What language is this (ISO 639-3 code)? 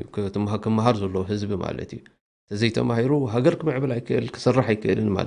tir